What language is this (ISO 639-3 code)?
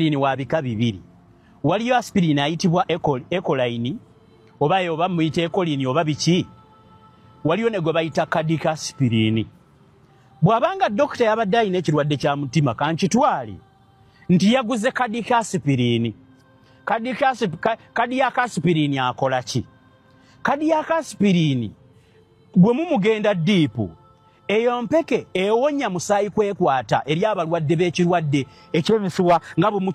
lug